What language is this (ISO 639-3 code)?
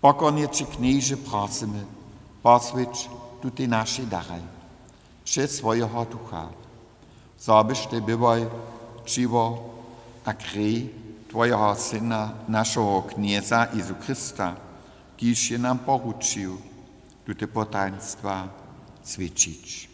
hsb